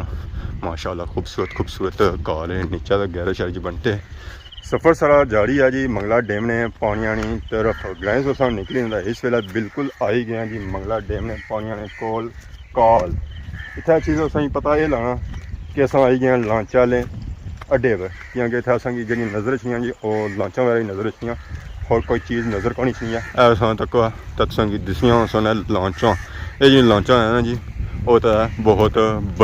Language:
Pahari-Potwari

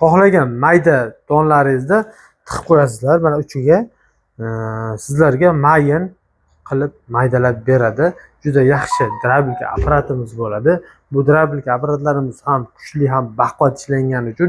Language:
Uzbek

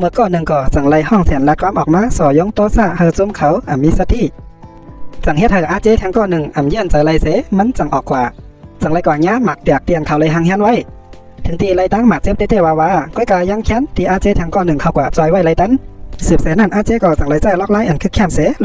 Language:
Shan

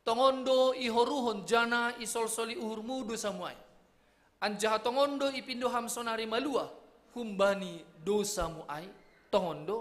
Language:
Batak Simalungun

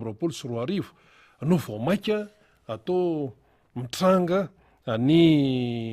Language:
Malagasy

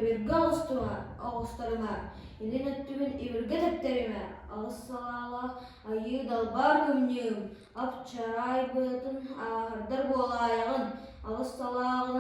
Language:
Yakut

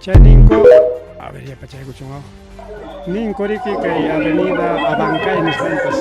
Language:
Ayacucho Quechua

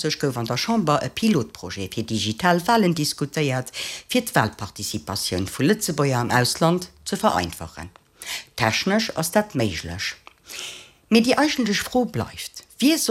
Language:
Luxembourgish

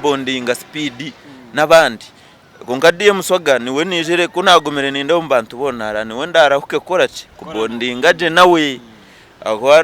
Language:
Nyankole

